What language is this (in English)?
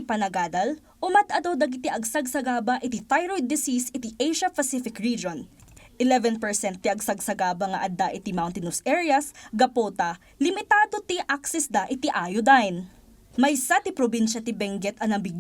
Iloko